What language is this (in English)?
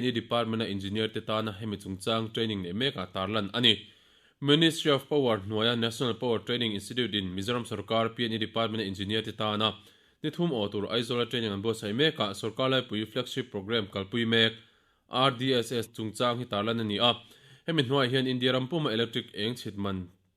Mizo